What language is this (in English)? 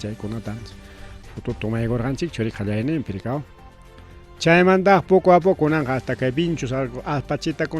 Ayacucho Quechua